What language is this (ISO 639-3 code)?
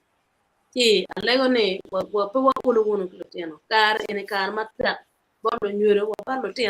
ach